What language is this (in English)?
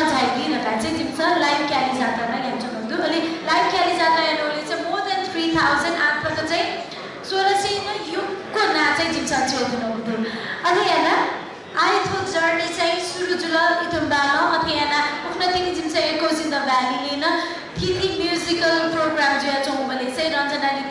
Newari